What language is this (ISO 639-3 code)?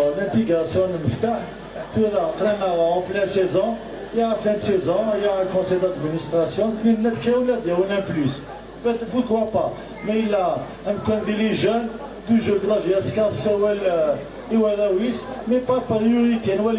kab